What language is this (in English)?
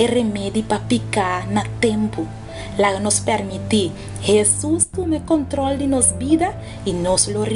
Papiamento